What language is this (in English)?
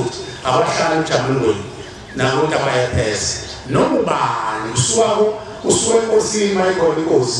Zulu